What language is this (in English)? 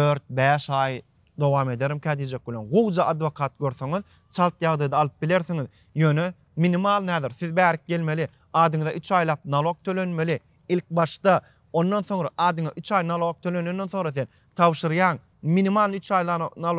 Turkmen